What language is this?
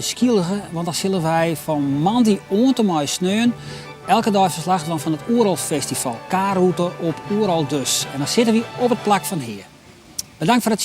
Western Frisian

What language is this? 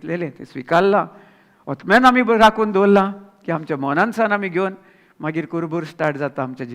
Konkani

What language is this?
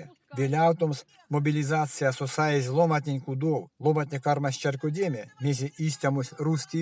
Erzya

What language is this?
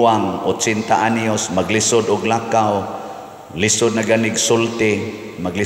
Cebuano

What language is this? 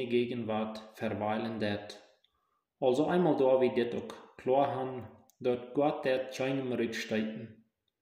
Plautdietsch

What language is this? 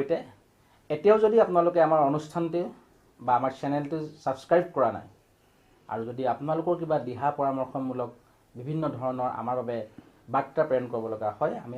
Assamese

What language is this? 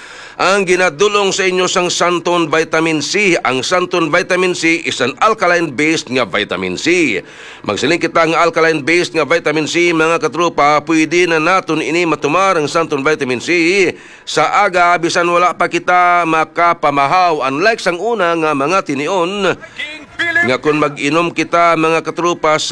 Hiligaynon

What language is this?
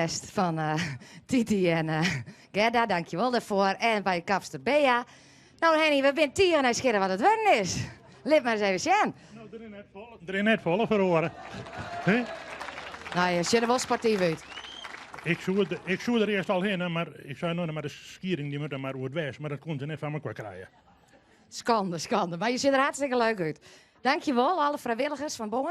Western Frisian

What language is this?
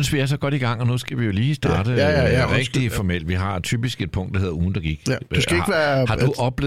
Danish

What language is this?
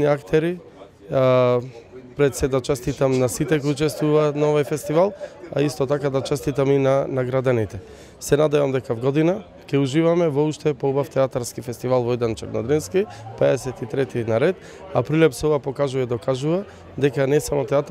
Macedonian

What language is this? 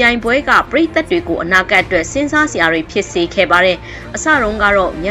Burmese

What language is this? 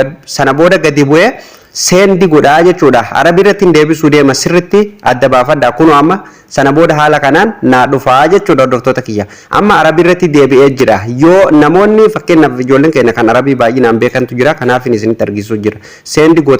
Oromo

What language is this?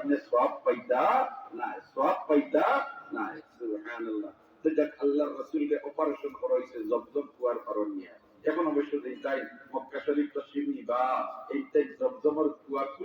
Sylheti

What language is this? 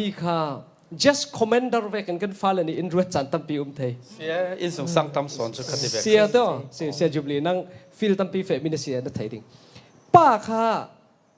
Falam Chin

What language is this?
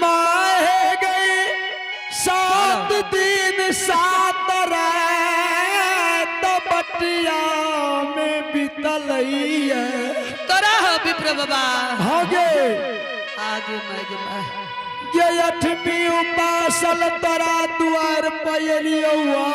Angika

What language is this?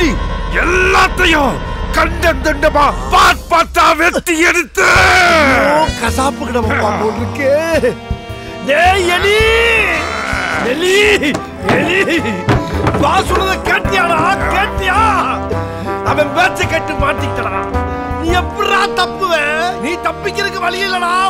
Tamil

